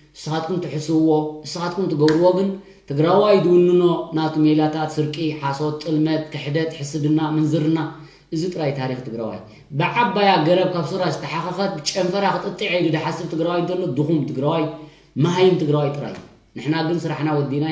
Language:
Tigrinya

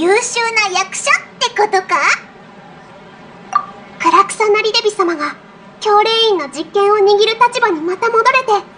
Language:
Japanese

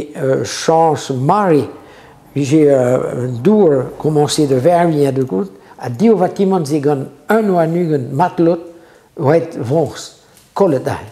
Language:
Breton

